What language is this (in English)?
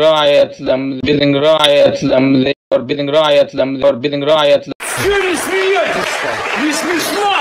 Turkmen